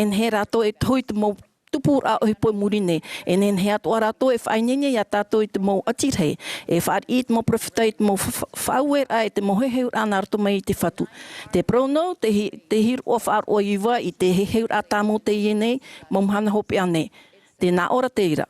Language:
Tahitian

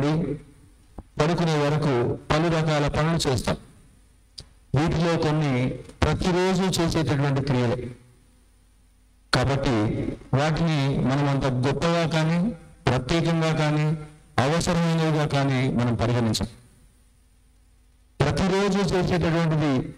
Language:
Telugu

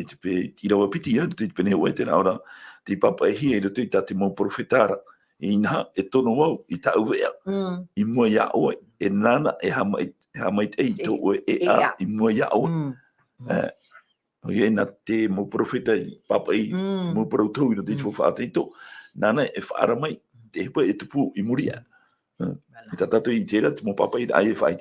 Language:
Tahitian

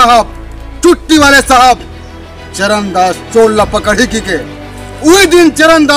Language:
Chhattisgarhi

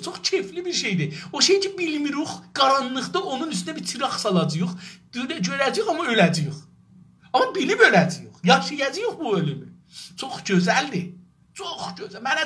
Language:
South Azerbaijani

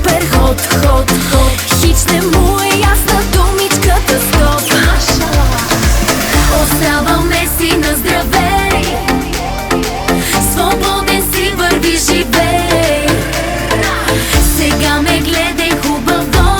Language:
Bulgarian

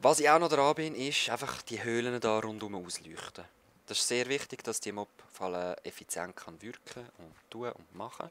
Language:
Swiss German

